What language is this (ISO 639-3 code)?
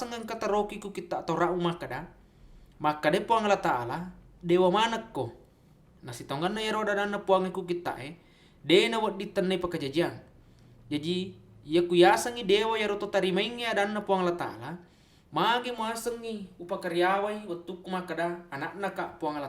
bug